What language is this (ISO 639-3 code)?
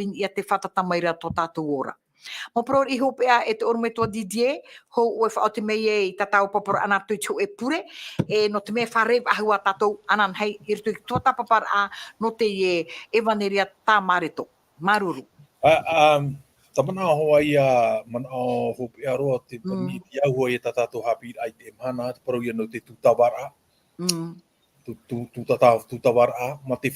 tah